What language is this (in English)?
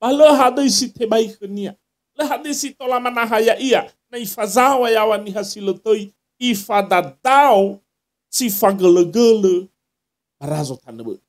Nias